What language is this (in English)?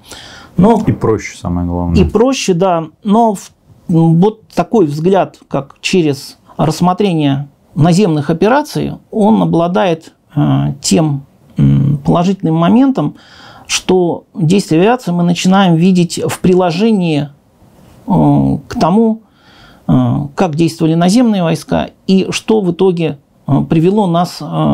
Russian